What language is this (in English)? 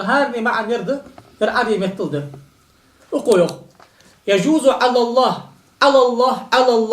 Ingush